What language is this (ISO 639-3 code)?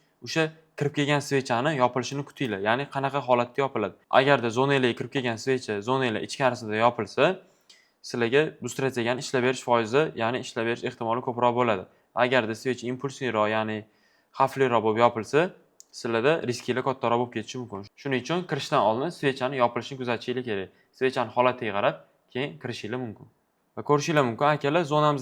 uzb